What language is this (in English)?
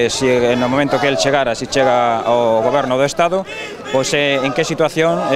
Galician